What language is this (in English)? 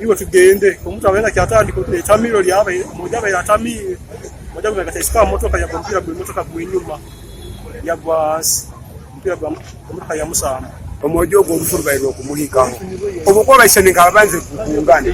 Nyankole